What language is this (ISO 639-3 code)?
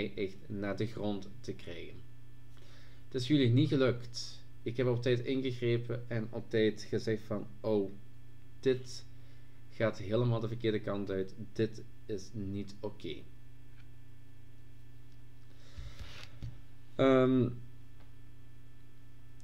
nld